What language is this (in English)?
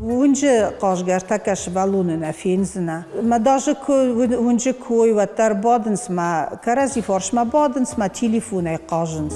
Ossetic